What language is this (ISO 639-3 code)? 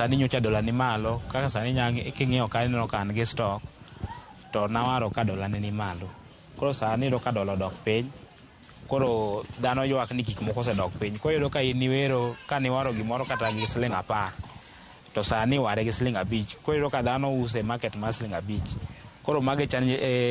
luo